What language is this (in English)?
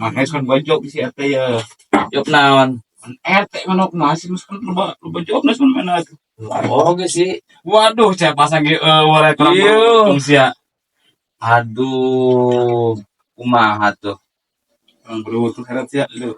Sundanese